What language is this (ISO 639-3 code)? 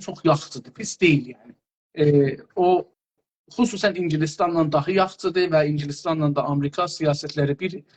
azb